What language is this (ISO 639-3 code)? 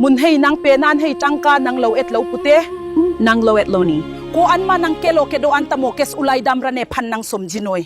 mjw